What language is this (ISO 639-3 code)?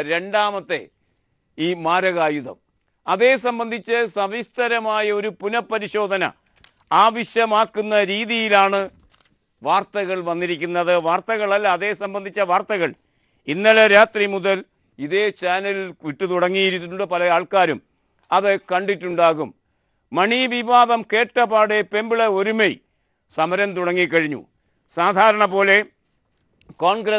mal